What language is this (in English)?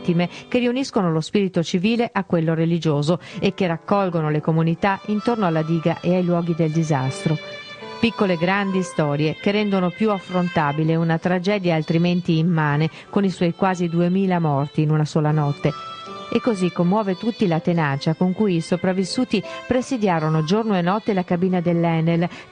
Italian